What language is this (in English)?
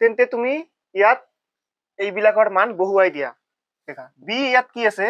Assamese